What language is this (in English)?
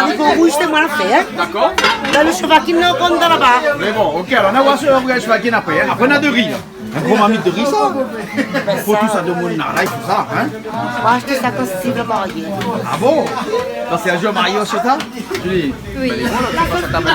Réunion Creole French